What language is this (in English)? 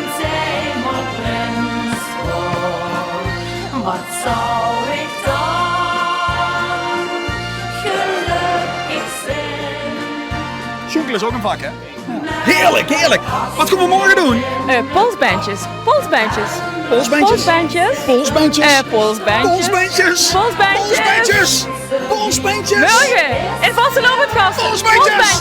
Limburgish